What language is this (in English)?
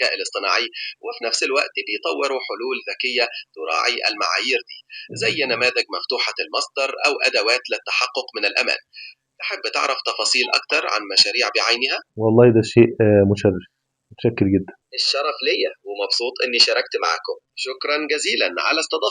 Egyptian Arabic